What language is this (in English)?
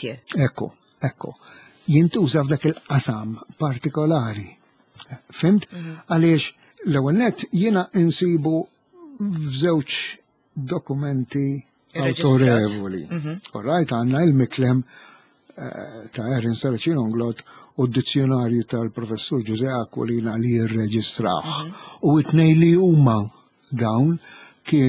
Maltese